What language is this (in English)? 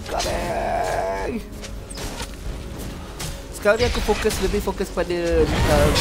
Malay